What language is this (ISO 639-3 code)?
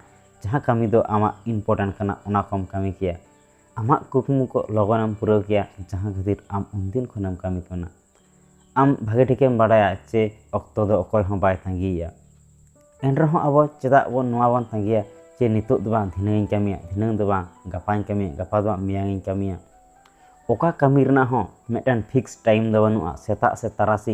sat